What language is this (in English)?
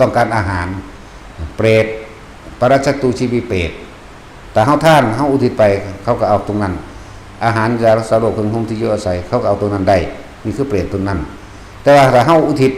Northeastern Thai